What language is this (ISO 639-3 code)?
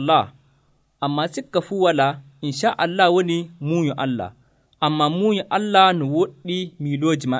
fuv